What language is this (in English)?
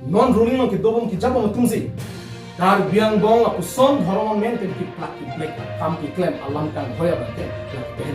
Karbi